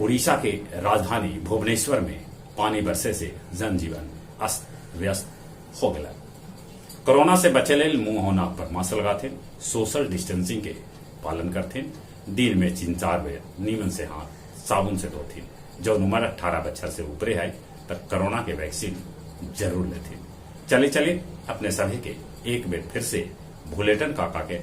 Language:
Magahi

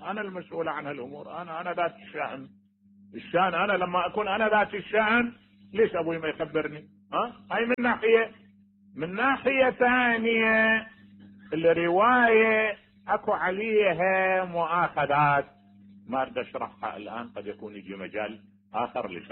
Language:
Mesopotamian Arabic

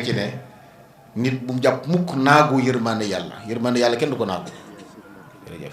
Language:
Wolof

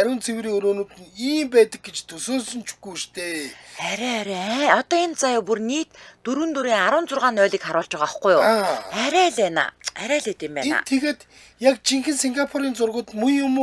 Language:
Mongolian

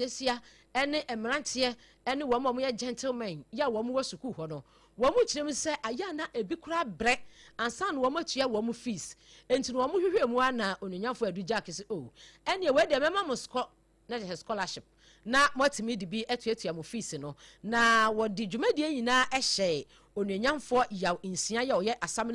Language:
Akan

